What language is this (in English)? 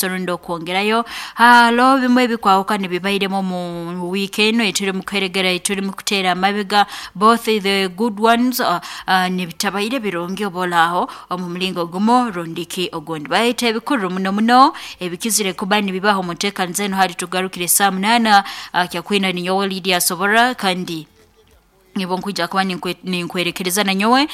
Nyoro